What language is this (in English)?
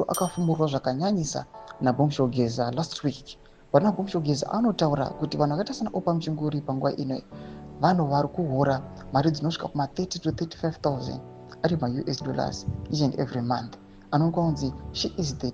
Shona